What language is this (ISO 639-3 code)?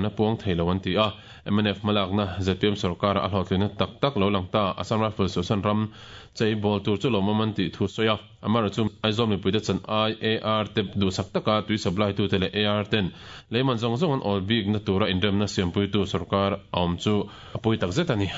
lus